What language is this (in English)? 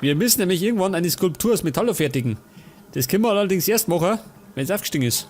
Bavarian